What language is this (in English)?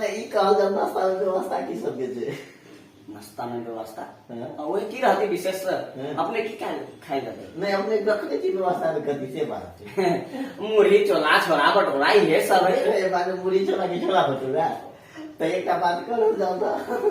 Maithili